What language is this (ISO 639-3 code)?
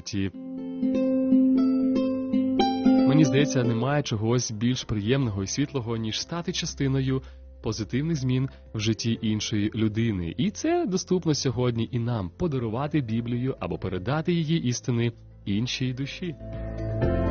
ukr